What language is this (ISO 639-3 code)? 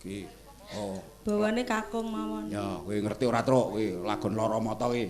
jav